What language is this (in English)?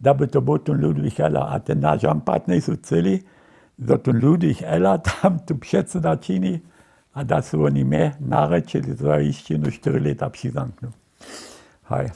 Upper Sorbian